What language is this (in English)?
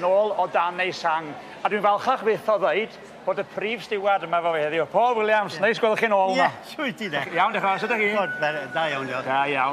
Welsh